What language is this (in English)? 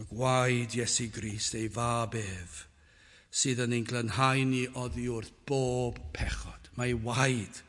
Welsh